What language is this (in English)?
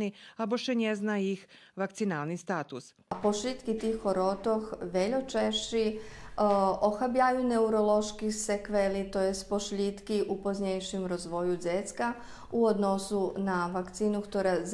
Rusyn